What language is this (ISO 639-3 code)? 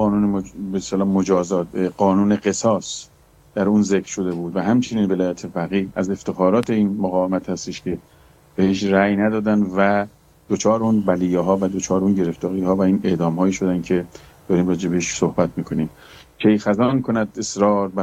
fas